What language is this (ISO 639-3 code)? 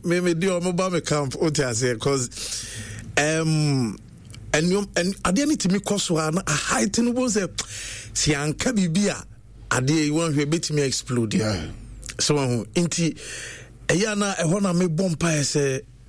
aka